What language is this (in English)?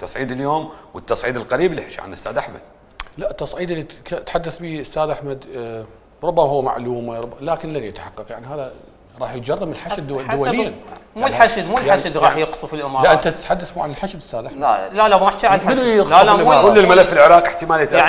Mesopotamian Arabic